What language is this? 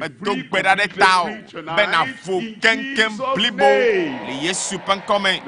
Ewe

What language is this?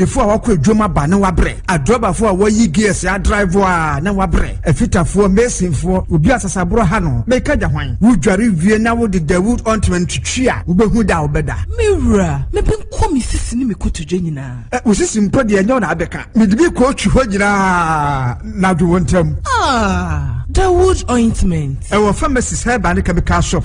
Akan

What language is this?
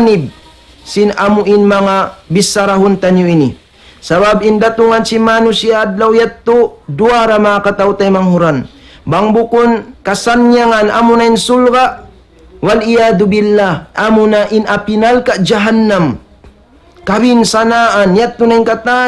Tausug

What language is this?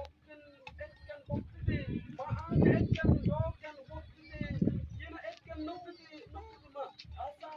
Mabaan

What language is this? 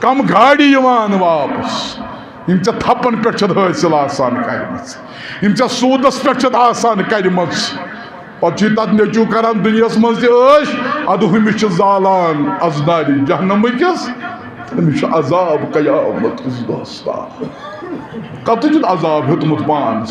Kashmiri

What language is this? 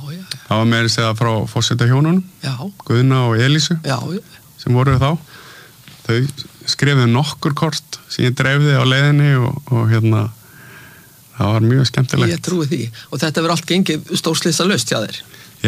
Icelandic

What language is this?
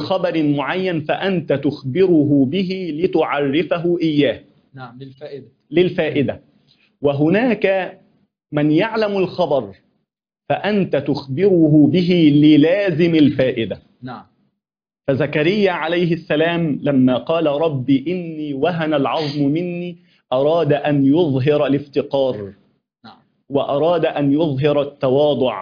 Arabic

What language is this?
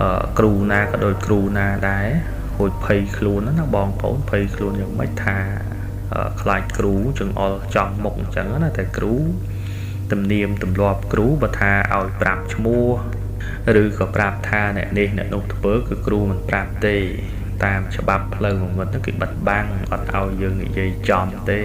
Khmer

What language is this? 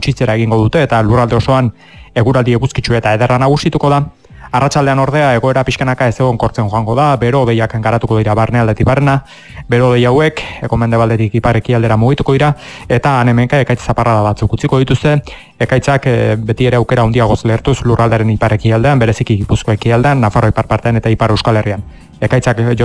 Basque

